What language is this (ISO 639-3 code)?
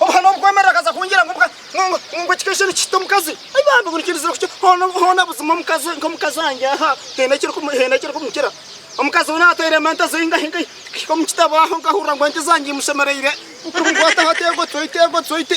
nyn